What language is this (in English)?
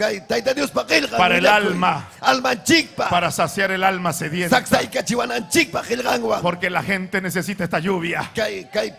Ayacucho Quechua